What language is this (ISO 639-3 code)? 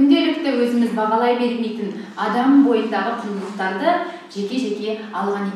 kaz